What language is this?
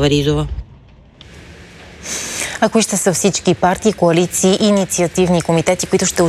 Bulgarian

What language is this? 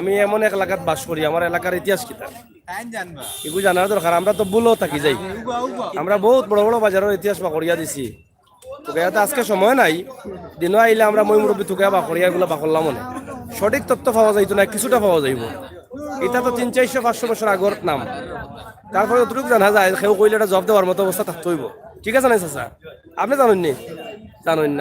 Sylheti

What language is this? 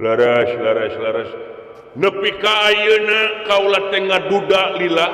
Sundanese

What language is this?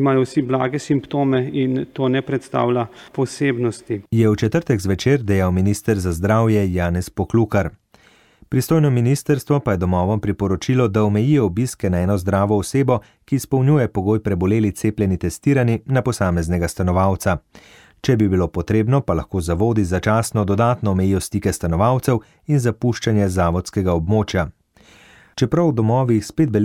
Slovenian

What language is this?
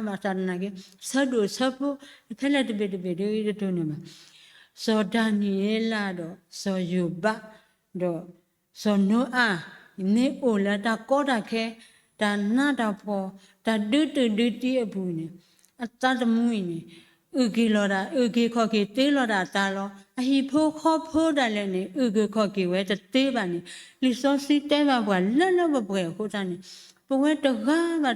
S'gaw Karen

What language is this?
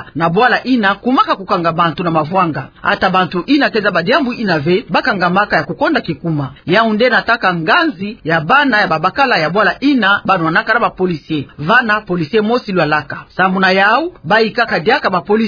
Kituba (Democratic Republic of Congo)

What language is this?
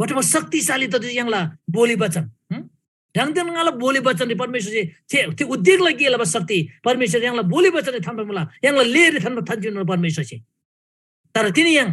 Eastern Tamang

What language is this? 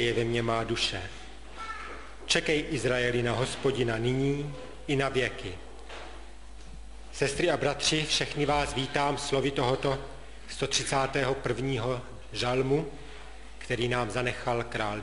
Czech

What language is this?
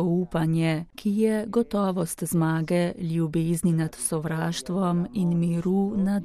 Slovenian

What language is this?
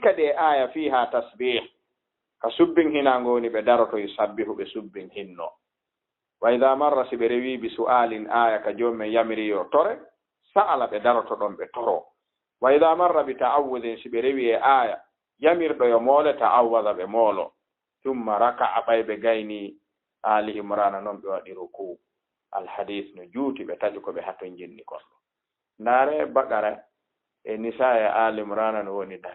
Fula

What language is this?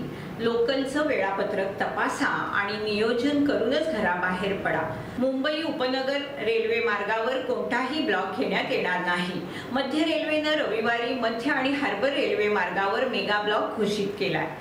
Marathi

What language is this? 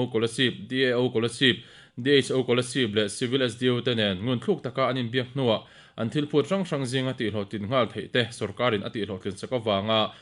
Mizo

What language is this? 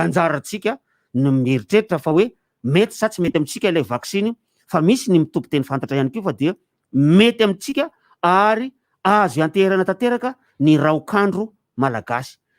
Malagasy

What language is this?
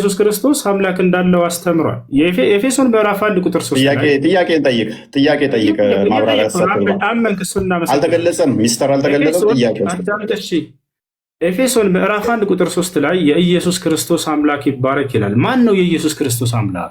Amharic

